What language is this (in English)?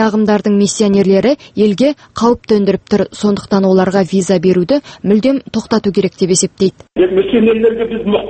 Kazakh